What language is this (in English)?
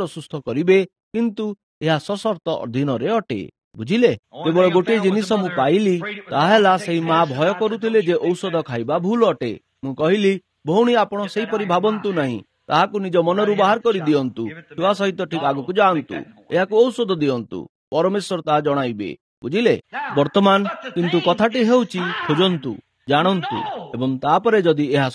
Odia